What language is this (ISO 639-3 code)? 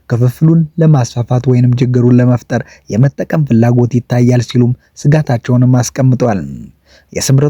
amh